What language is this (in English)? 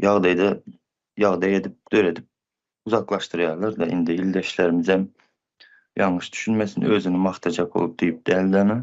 Turkmen